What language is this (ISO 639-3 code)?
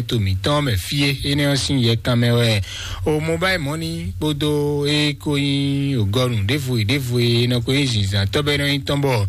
fon